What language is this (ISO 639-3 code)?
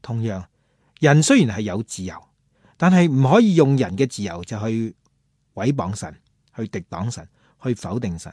yue